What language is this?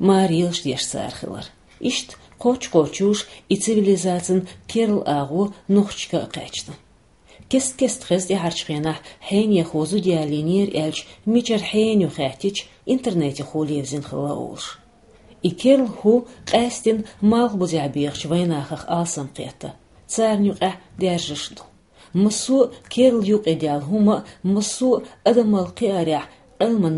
Chechen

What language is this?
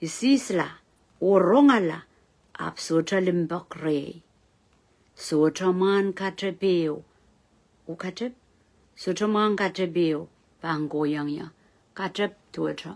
Pohnpeian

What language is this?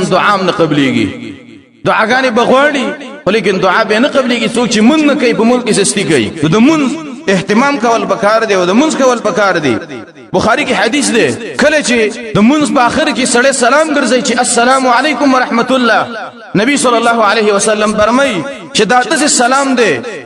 Pashto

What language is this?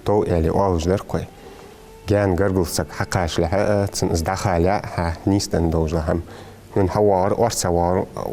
Ingush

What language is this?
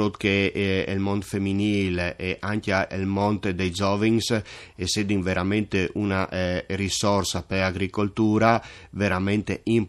Friulian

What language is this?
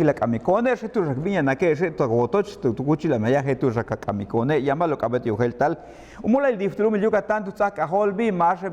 Yucateco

